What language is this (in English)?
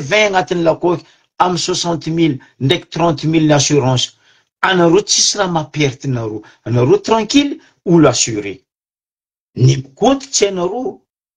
Malagasy